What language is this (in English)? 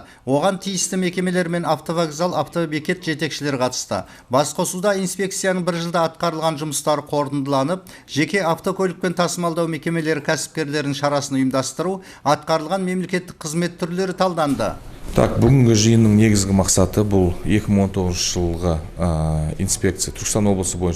Kazakh